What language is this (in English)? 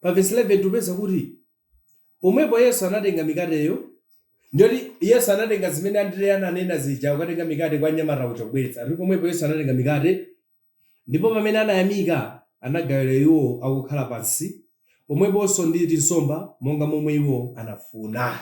Nyanja